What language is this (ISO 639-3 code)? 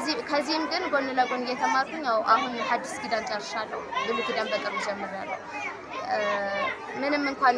amh